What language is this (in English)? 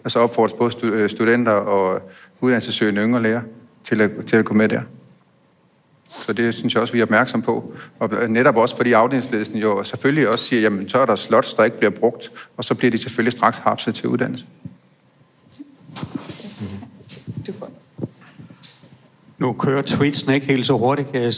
Danish